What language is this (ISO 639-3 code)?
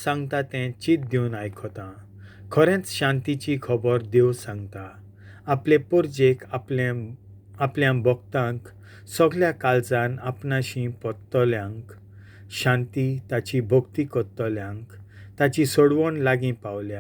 kok